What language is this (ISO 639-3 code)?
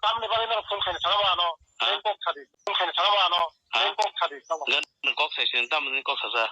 trp